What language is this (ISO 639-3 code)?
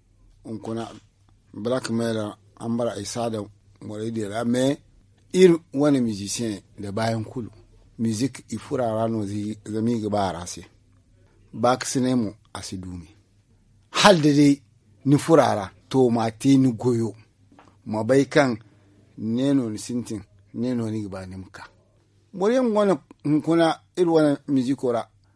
dje